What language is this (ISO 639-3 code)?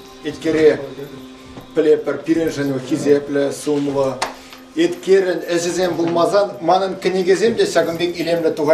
chv